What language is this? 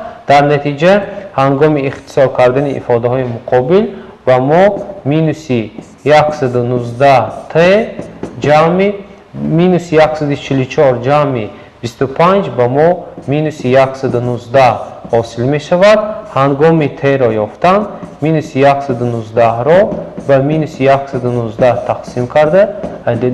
Tajik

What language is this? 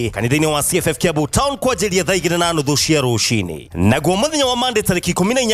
Kikuyu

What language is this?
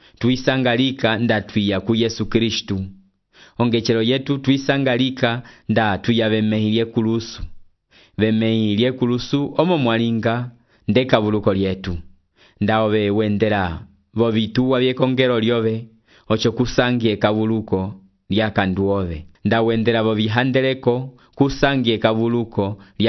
Umbundu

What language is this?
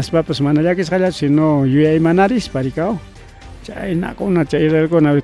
Ayacucho Quechua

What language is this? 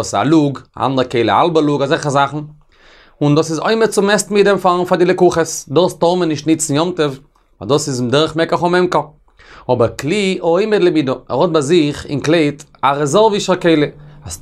Yiddish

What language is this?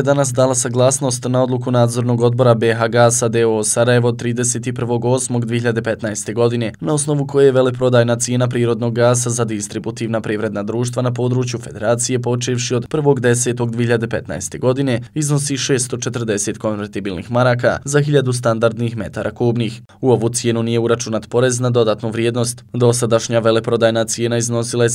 Croatian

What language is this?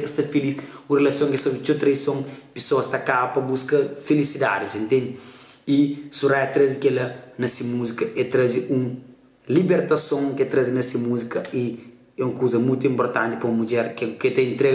Kabuverdianu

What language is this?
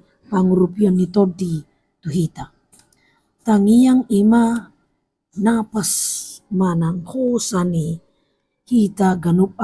Batak Toba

